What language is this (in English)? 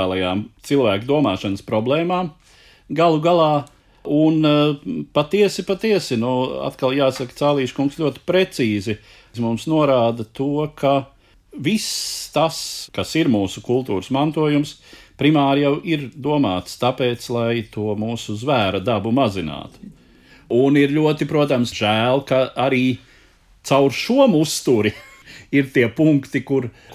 Latvian